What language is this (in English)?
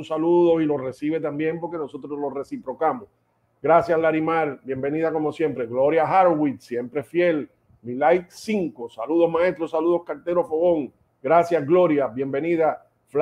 Spanish